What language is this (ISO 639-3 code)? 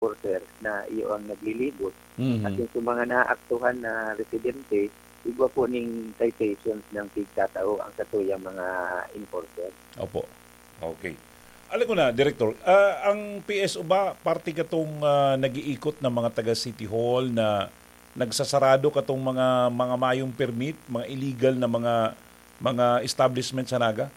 bik